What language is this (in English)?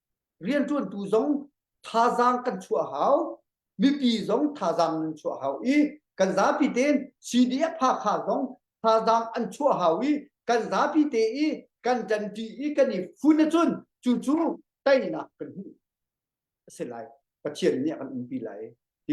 Hakha Chin